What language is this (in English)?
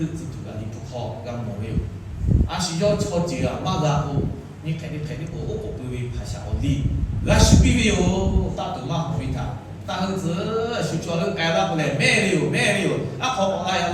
Lahu